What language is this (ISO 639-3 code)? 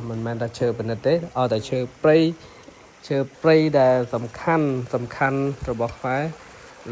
khm